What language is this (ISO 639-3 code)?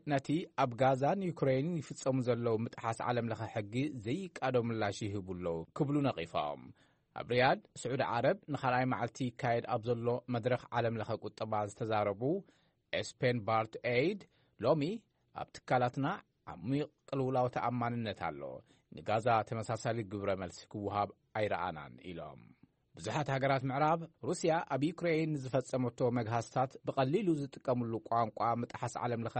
tir